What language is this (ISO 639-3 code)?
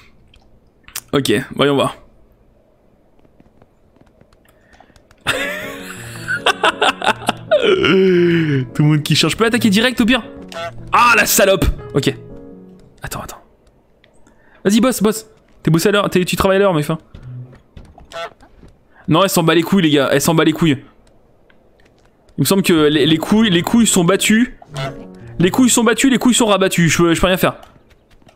fra